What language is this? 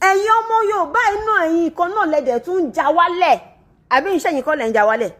Yoruba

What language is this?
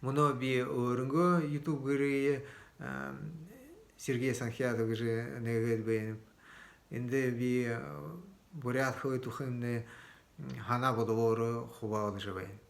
Buriat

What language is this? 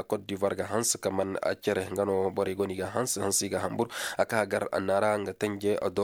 Koyraboro Senni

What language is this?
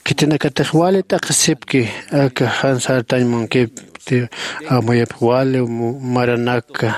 Aymara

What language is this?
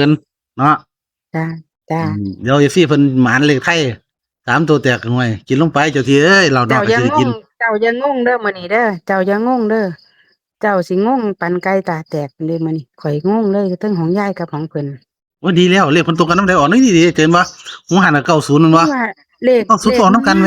Northeastern Thai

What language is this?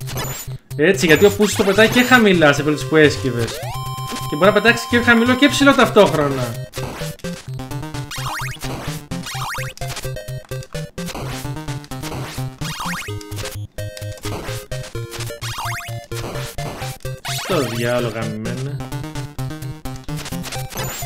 Greek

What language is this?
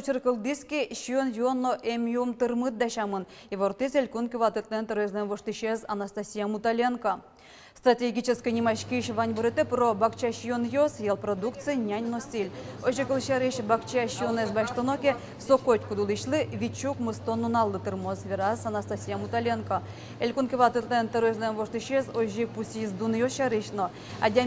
Udmurt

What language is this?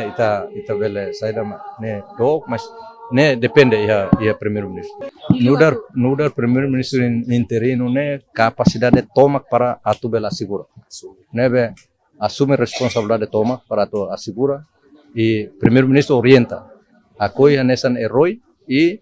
Tetum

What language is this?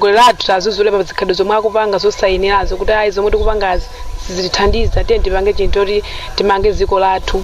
Nyanja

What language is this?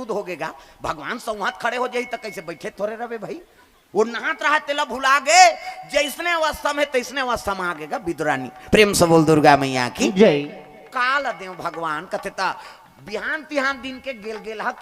Chhattisgarhi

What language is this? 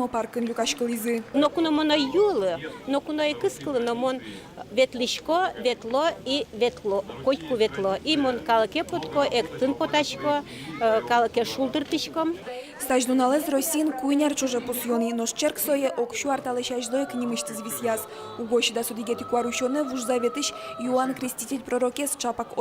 Udmurt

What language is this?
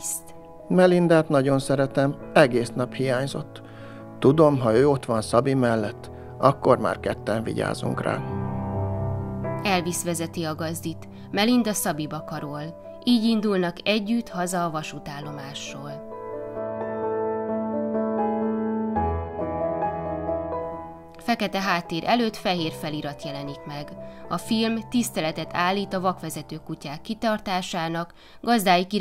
Hungarian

